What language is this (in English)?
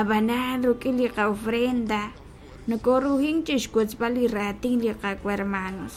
Kekchí